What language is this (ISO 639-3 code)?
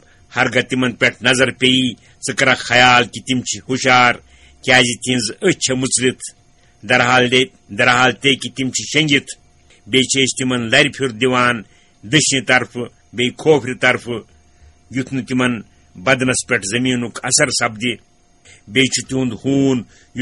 kas